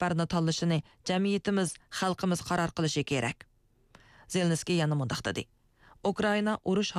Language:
Uyghur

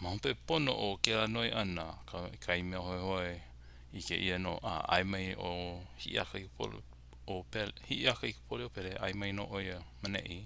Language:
Hawaiian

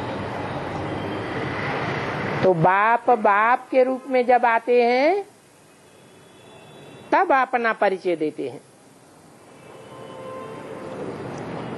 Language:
Hindi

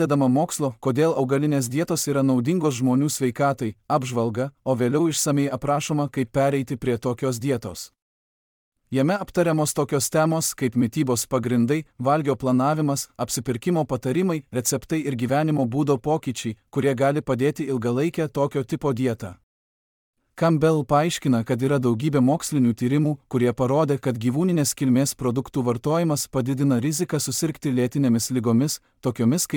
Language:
Lithuanian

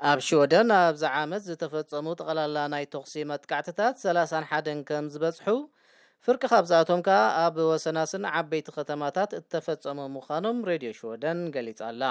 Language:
Tigrinya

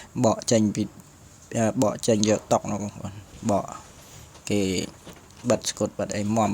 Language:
Khmer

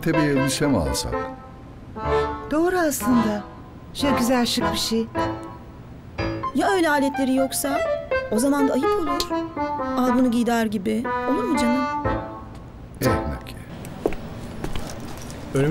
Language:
Turkish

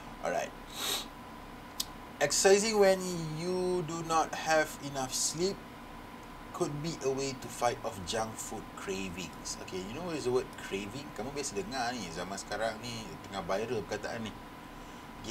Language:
Malay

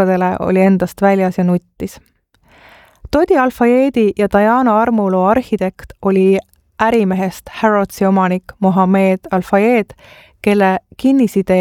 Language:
Estonian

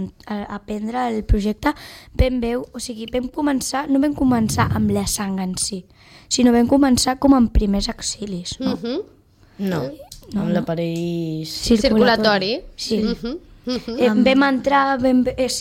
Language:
Catalan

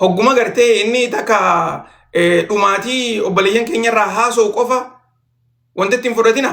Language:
Oromo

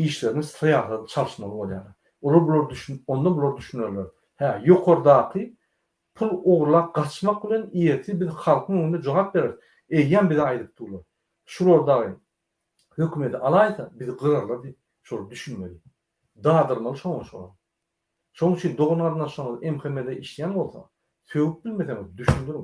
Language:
Turkmen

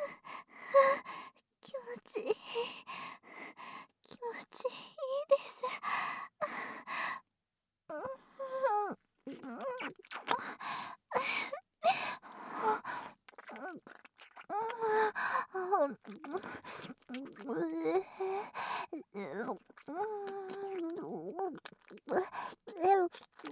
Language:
Japanese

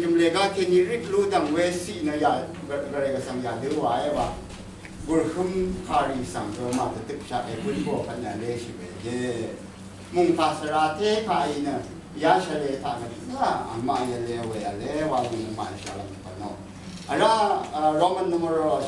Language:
Rawang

